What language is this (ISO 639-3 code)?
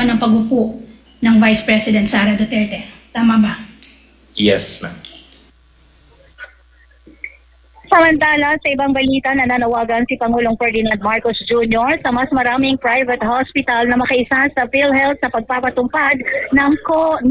fil